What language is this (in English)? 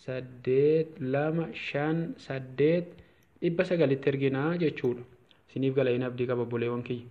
Oromo